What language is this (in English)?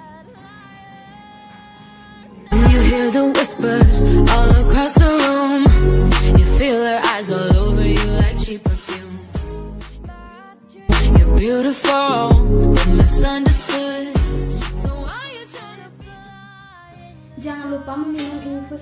Indonesian